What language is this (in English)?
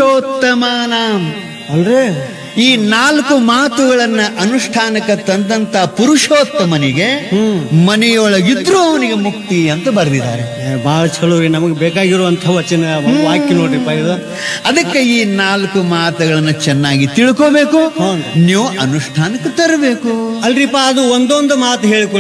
Kannada